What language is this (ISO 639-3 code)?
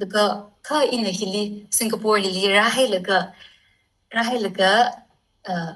nmf